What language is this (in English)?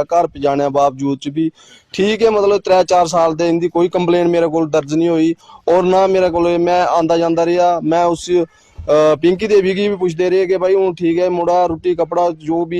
Dogri